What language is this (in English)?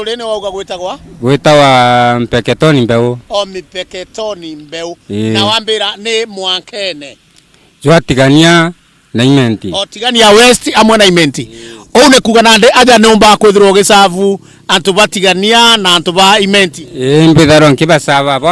Meru